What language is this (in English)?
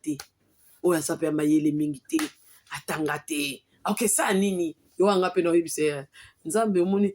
Lingala